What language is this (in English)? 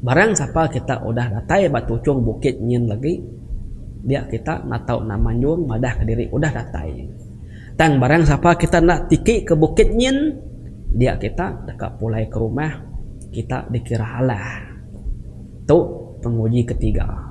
Iban